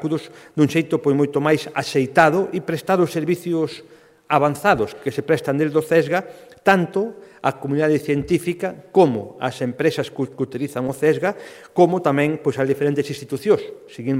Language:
Galician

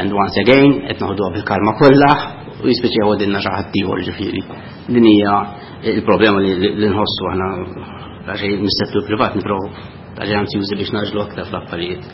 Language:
Maltese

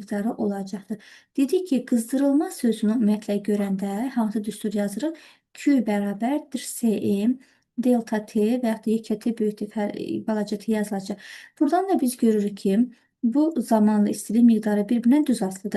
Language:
Azerbaijani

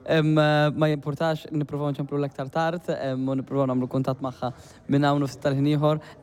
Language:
Maltese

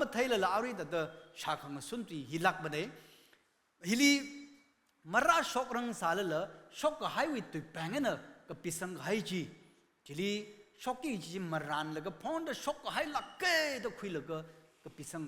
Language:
Tangkhul Naga (India)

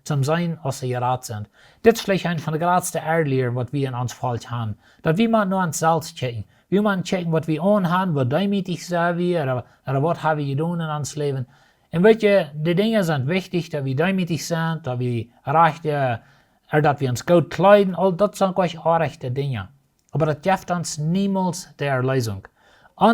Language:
Plautdietsch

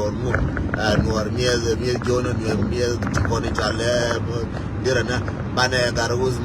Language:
Nuer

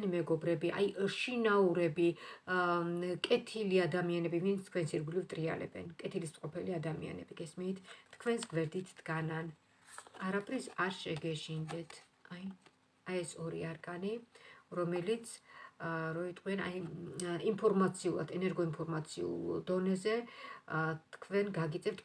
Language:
Georgian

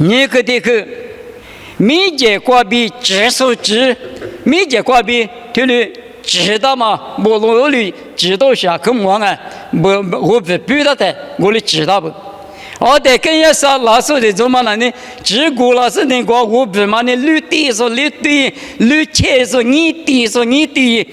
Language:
Lisu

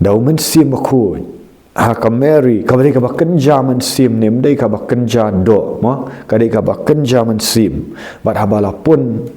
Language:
Khasi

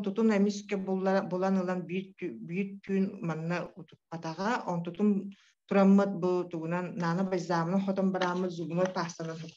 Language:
Yakut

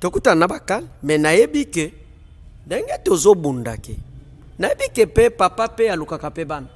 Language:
Lingala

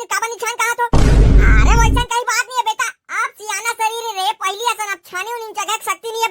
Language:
Chhattisgarhi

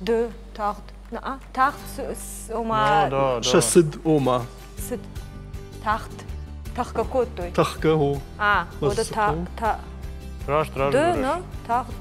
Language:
Ossetic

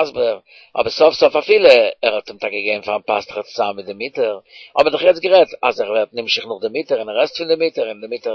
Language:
Yiddish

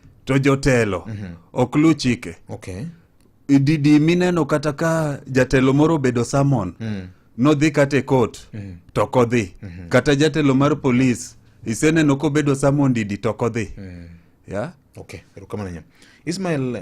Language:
Luo (Kenya and Tanzania)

